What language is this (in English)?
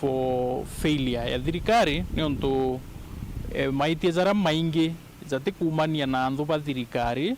Meru